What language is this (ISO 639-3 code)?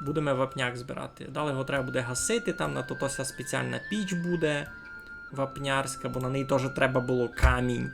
rue